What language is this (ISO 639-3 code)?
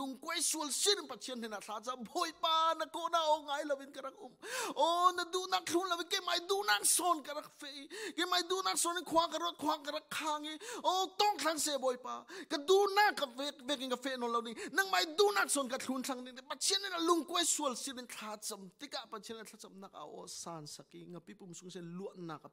cfm